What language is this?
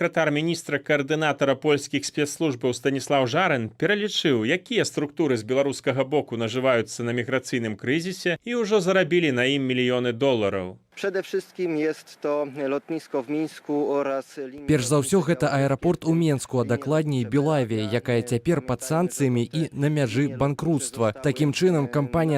Belarusian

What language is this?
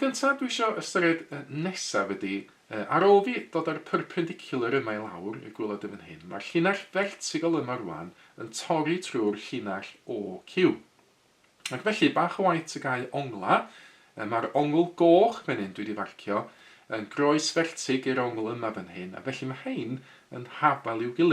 Welsh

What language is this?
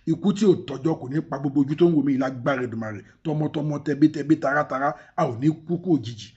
Yoruba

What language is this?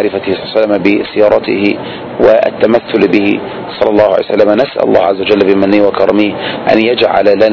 Arabic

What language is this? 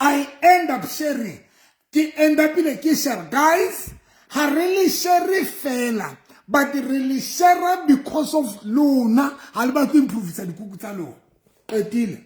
Southern Sotho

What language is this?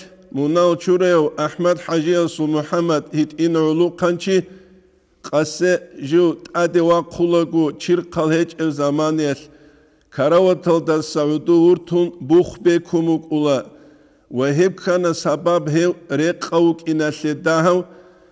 Avaric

